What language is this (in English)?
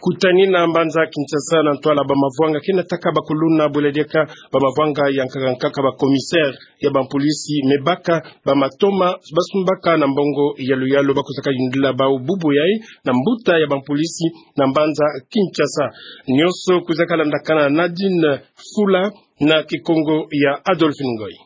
Kituba (Democratic Republic of Congo)